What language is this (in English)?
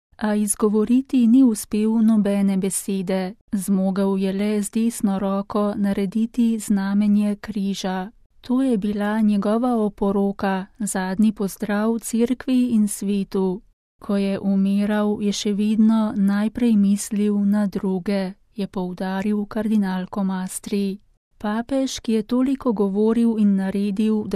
Slovenian